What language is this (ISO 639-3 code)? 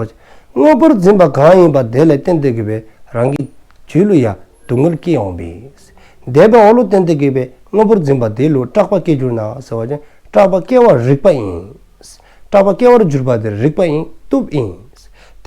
dzo